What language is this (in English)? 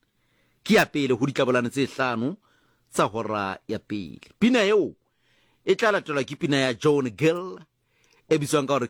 Southern Sotho